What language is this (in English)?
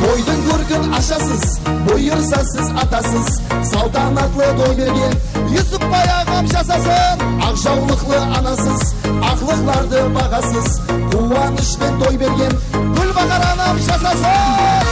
Kara-Kalpak